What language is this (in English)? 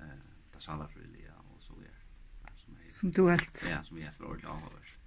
Faroese